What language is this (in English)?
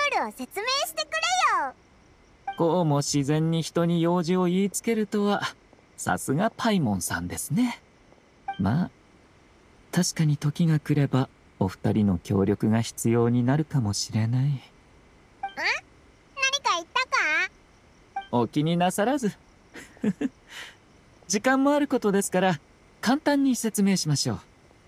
Japanese